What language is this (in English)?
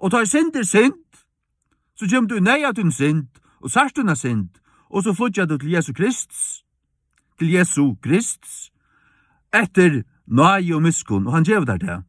Faroese